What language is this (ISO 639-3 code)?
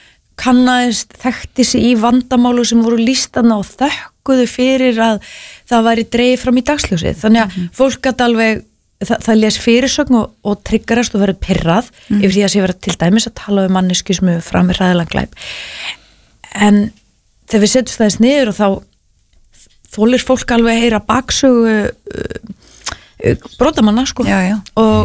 isl